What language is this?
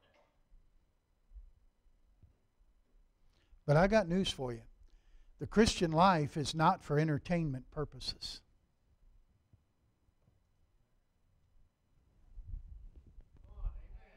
English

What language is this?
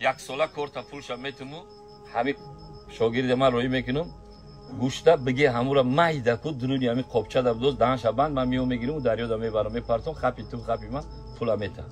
Tajik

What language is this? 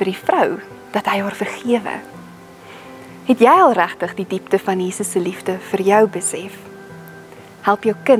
Afrikaans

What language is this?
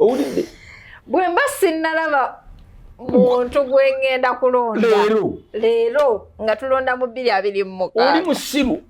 Ganda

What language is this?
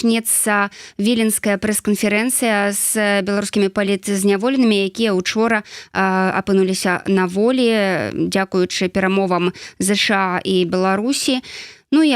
Belarusian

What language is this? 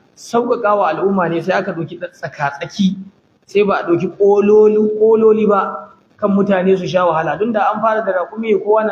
Hausa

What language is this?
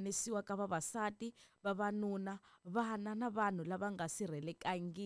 Tsonga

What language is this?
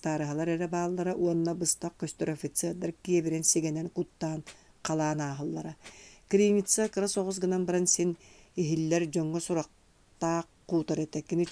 Yakut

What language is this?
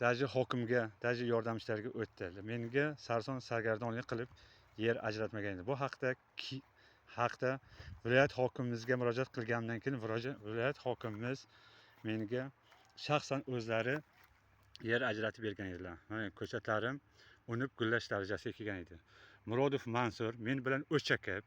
Uzbek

